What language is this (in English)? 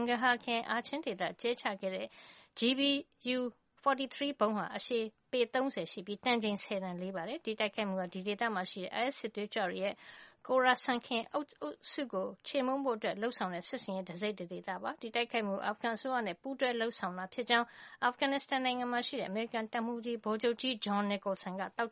Burmese